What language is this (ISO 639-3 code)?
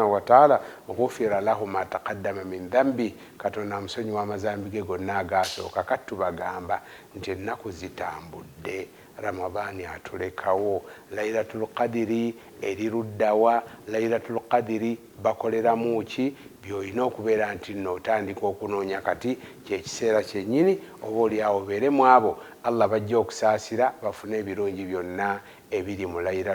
lug